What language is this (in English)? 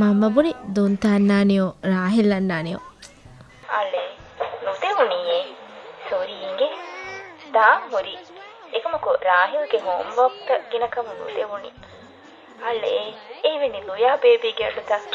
Divehi